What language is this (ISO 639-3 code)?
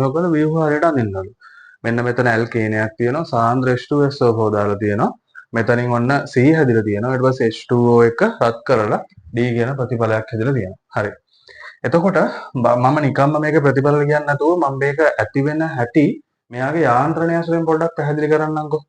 sin